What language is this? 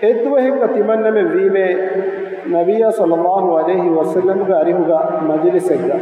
Divehi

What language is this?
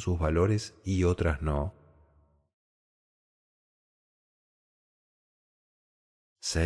Spanish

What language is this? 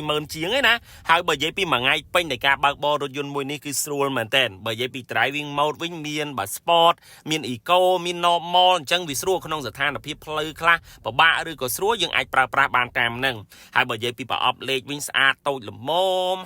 Khmer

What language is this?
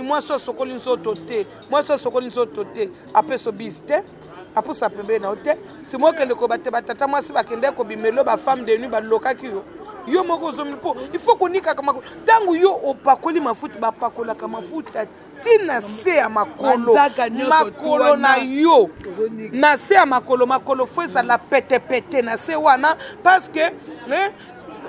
Lingala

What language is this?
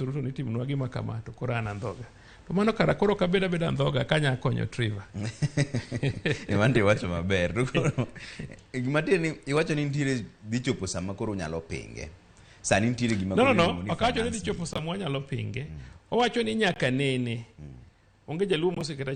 Luo (Kenya and Tanzania)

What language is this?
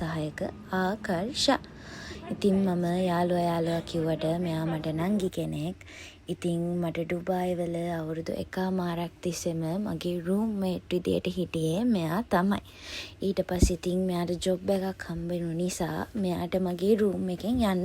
Sinhala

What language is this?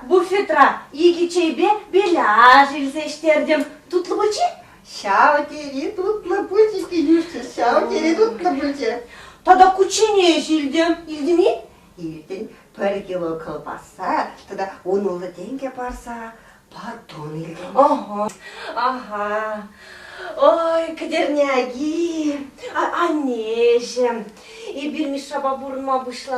Chuvash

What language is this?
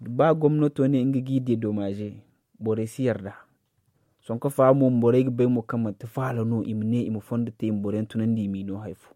Zarma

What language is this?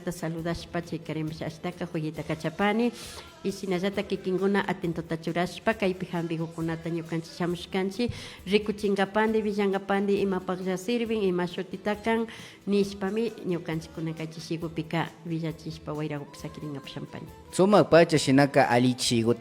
Imbabura Highland Quichua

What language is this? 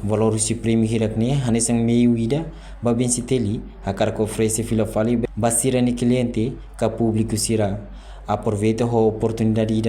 Tetum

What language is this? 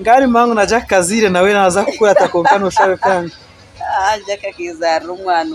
Nyankole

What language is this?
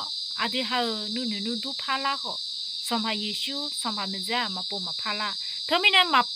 Akha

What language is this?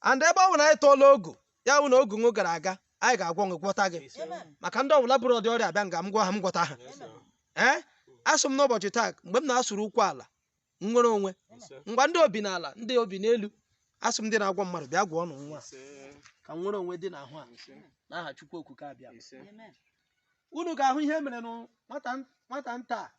Igbo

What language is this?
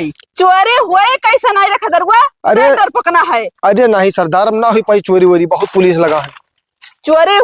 Awadhi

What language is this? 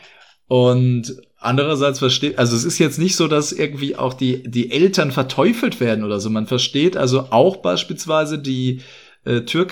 German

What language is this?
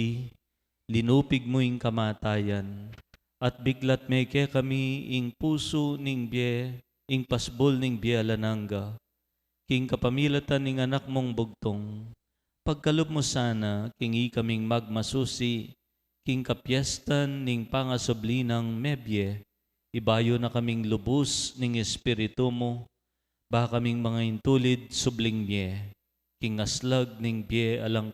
Pampanga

